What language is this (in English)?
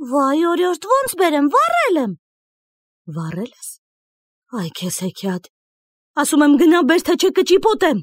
Armenian